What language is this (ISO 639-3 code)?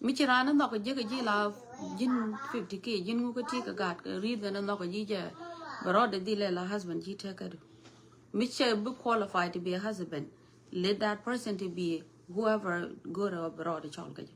nus